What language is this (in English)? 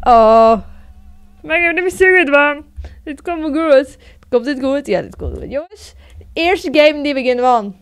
Western Frisian